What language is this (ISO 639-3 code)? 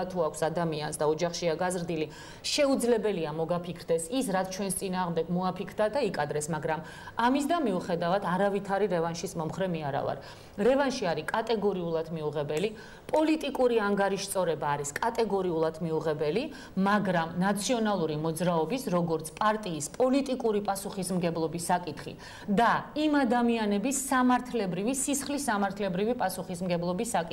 kat